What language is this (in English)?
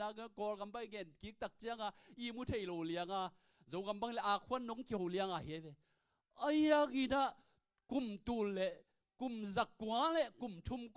Tedim Chin